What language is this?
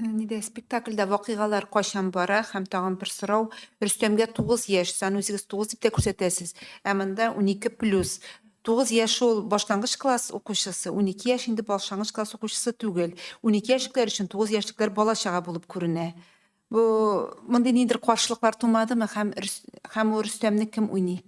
Tatar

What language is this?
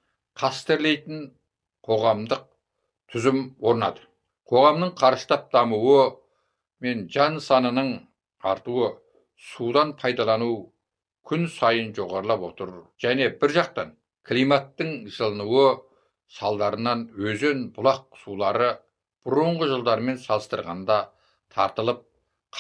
Kazakh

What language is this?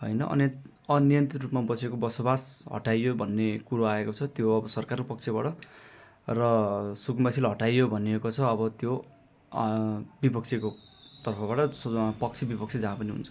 Nepali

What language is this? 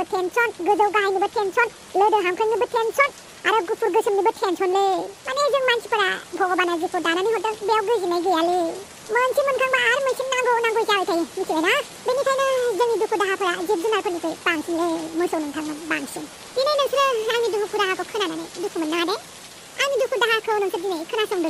Bodo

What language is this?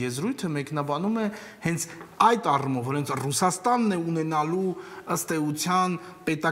Armenian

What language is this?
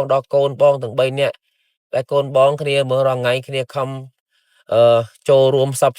Khmer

